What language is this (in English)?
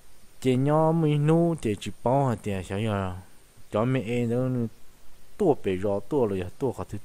Vietnamese